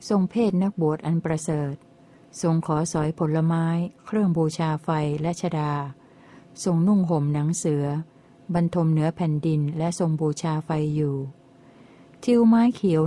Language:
Thai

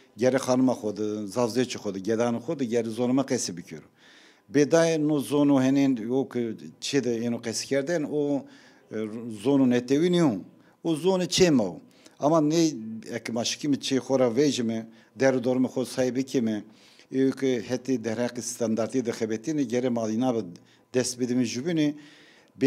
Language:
Zaza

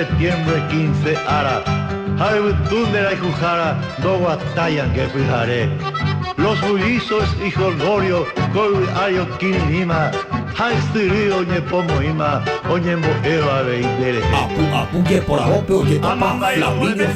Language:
Guarani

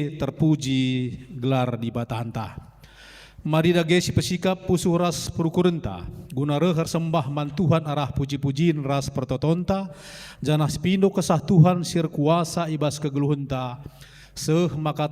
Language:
Batak Karo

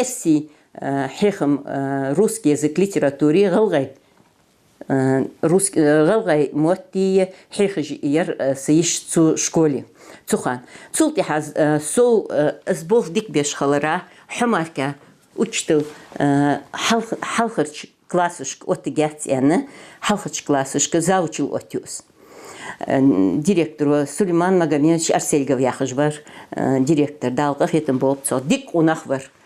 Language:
Ingush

